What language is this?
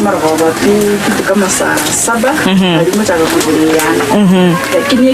Gusii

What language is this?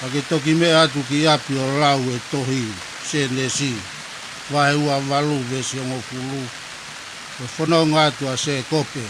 Tongan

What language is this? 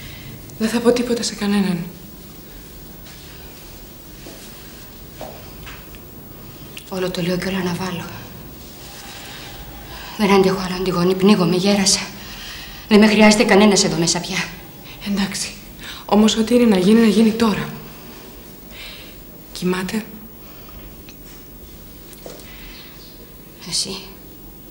Greek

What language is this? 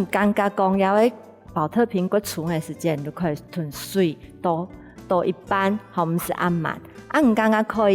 Hakka Chinese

